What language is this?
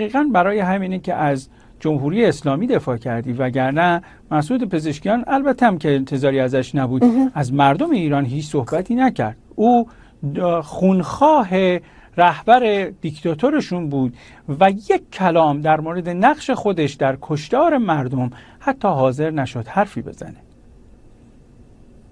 Persian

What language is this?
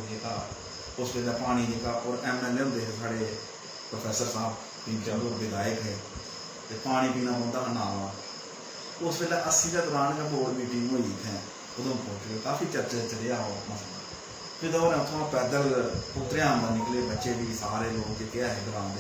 Dogri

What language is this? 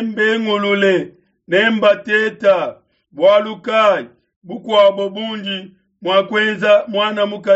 Luba-Lulua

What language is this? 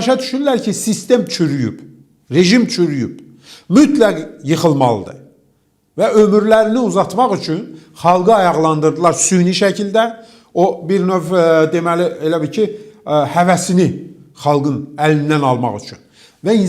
Azerbaijani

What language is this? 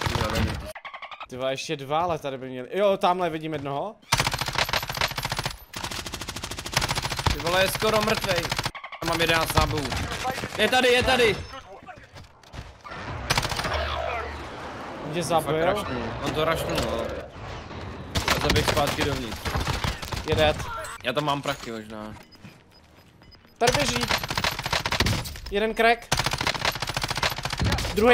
Czech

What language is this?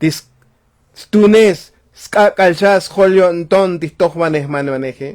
Tzotzil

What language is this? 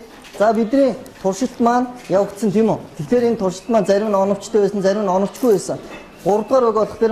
Mongolian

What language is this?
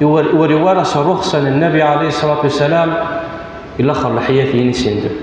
Kabyle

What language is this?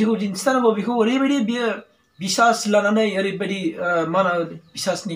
Bodo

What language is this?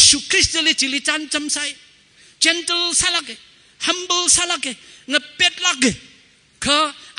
Tangkhul Naga (India)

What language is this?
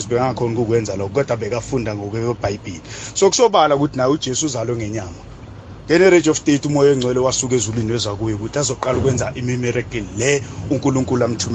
South Ndebele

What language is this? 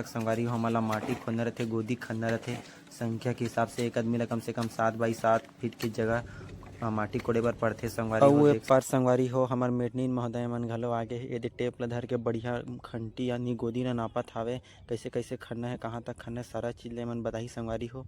Chhattisgarhi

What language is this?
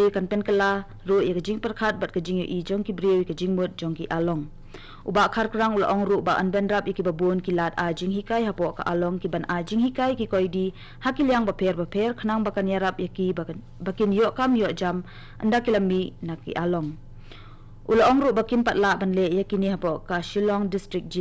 Khasi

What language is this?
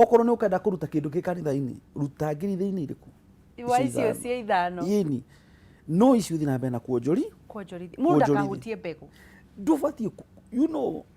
Kikuyu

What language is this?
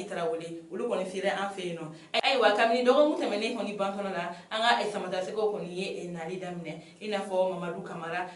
Bambara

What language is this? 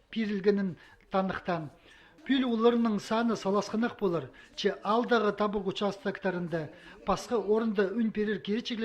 Khakas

